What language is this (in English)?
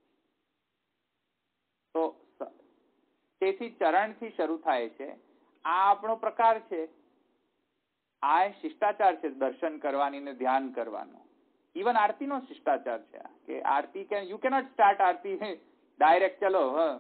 Gujarati